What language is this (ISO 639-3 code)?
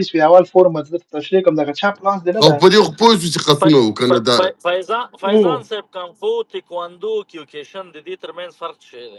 pus